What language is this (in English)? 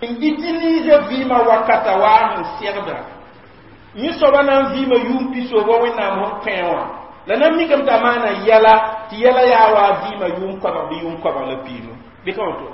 Mossi